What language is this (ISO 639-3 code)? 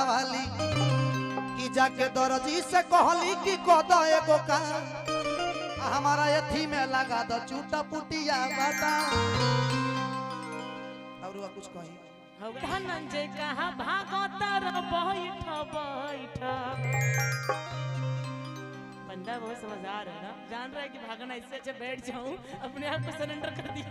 bho